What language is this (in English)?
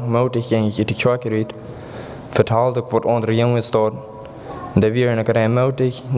Plautdietsch